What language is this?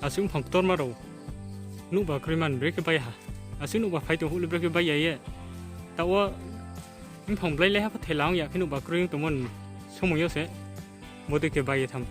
Riang (India)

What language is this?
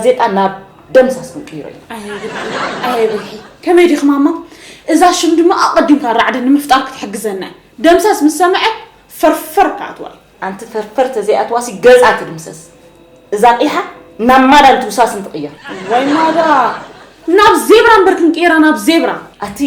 Tigrinya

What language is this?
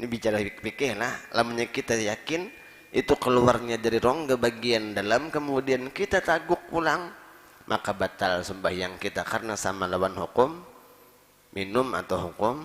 Banjar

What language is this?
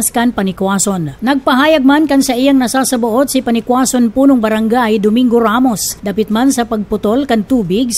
Bikol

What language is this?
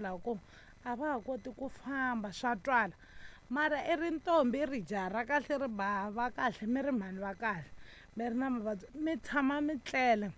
Tsonga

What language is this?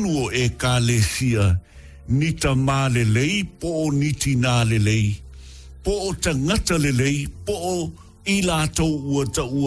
Samoan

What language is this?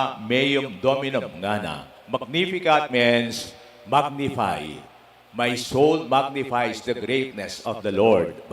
Pampanga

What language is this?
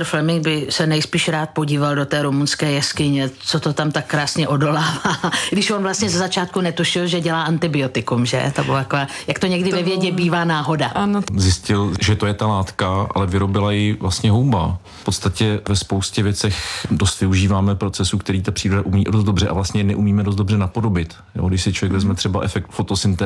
Czech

